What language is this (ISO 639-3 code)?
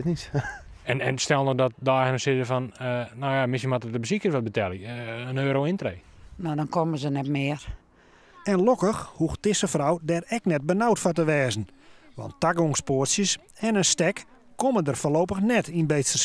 fry